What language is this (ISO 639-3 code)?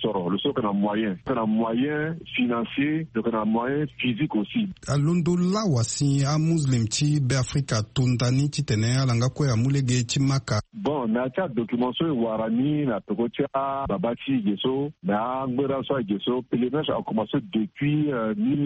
sag